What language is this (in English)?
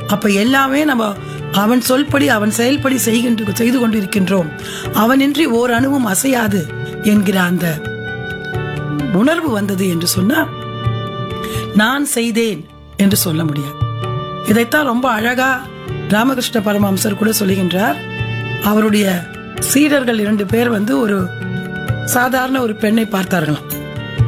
Tamil